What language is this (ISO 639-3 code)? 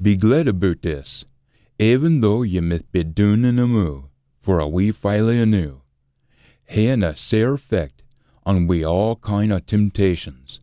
sco